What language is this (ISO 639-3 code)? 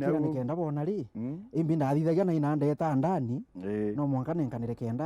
mer